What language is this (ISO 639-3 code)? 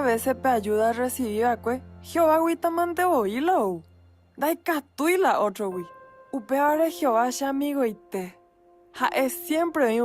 grn